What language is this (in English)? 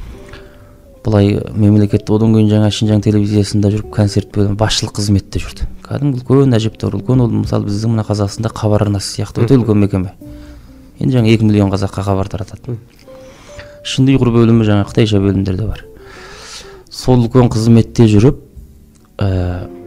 Kazakh